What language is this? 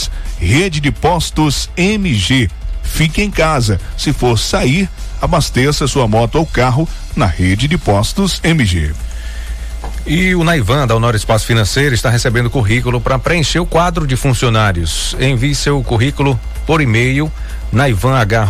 Portuguese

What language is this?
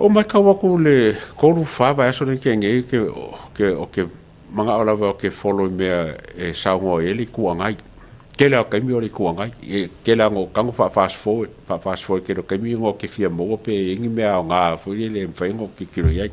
Samoan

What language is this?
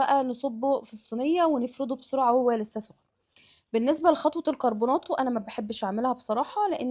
Egyptian Arabic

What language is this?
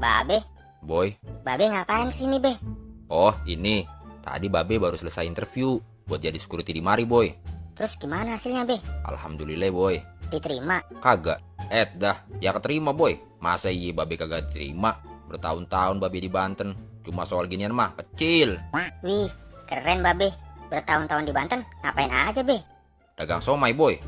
Betawi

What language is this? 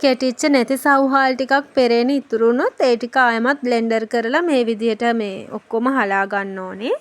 Sinhala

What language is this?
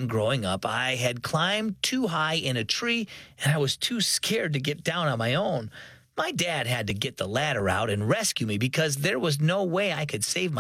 English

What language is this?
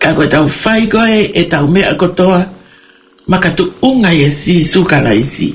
Tongan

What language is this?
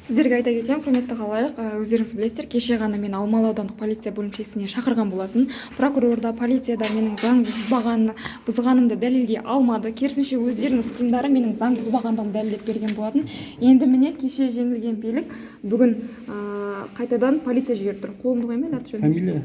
Kazakh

